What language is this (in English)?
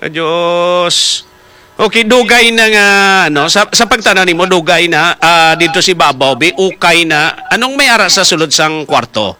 Hiligaynon